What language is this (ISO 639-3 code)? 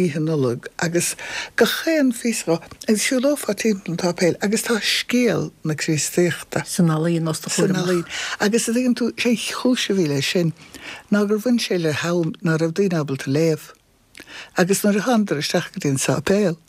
gle